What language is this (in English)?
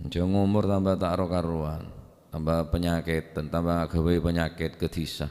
Madurese